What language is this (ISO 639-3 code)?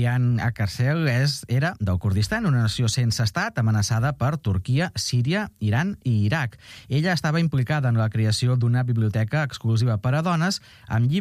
cat